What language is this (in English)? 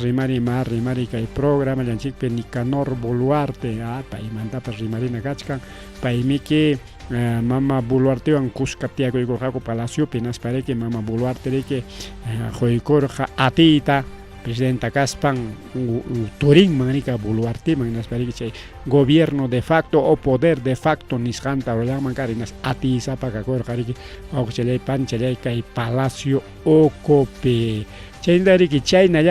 Ayacucho Quechua